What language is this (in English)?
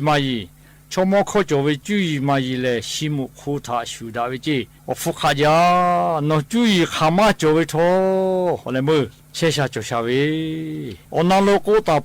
Lahu